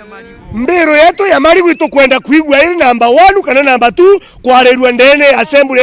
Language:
Meru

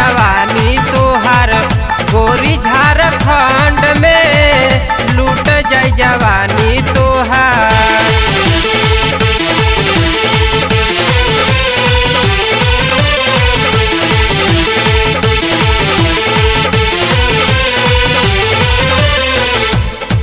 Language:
Bhojpuri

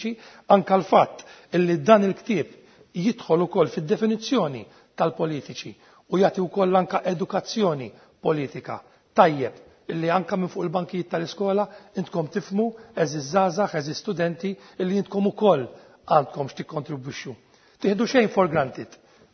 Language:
Maltese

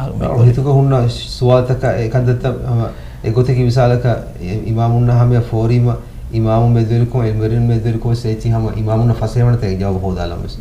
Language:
Divehi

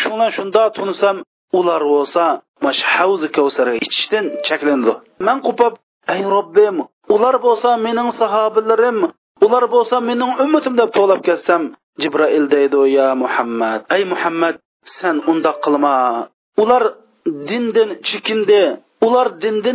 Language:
Uyghur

